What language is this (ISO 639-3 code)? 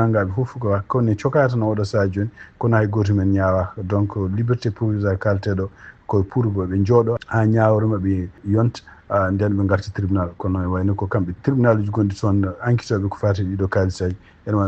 ful